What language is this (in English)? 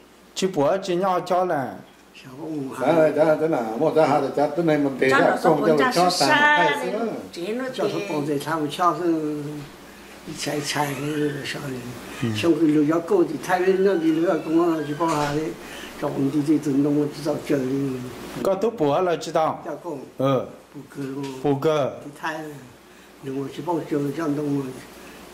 Vietnamese